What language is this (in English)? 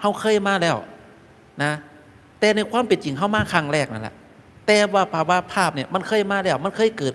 Northeastern Thai